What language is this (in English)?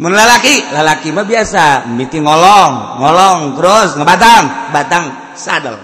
Sundanese